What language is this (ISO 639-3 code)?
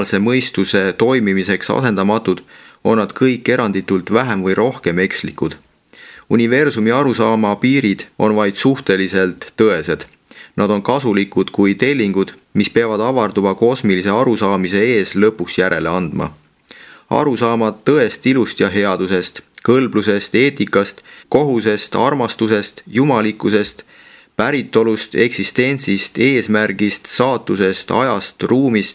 est